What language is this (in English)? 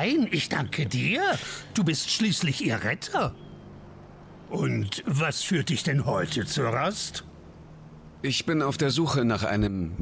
German